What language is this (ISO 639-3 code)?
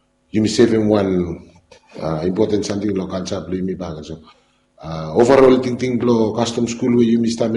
bis